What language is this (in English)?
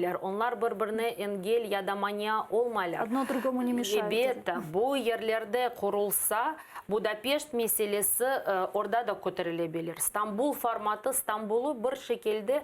Crimean Tatar